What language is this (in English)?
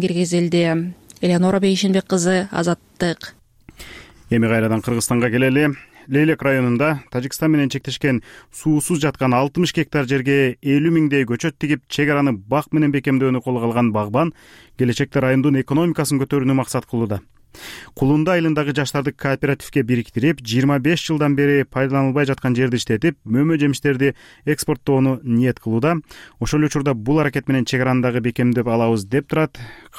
Kyrgyz